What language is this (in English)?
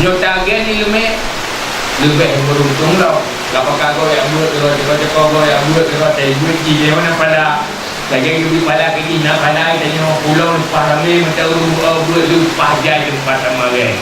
Achinese